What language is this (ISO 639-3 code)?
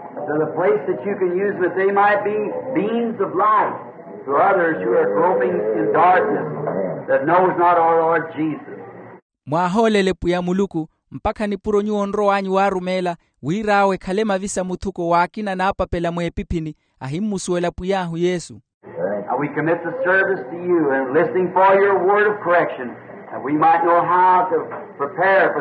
vmw